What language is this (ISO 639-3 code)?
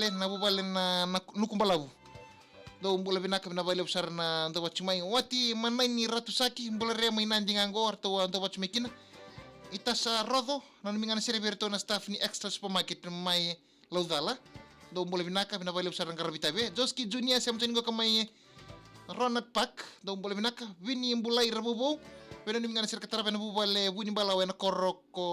fij